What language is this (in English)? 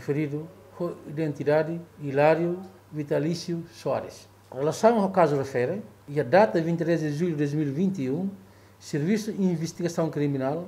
Tetum